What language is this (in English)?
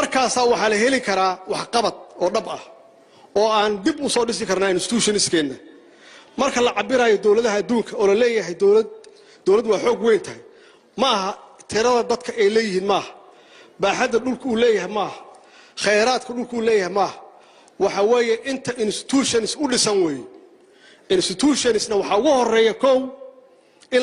Somali